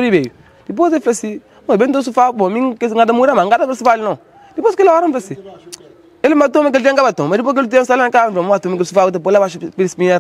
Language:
Kabuverdianu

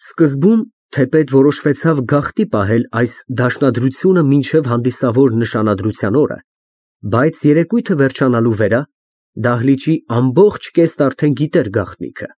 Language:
Armenian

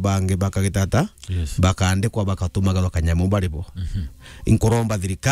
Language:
Meru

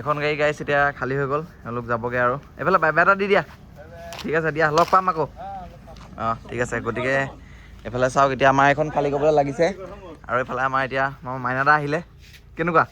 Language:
Assamese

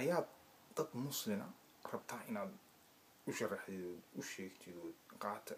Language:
Somali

